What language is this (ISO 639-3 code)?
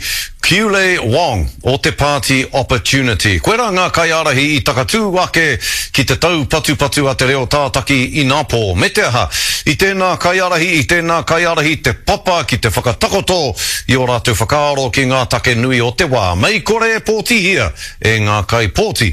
mri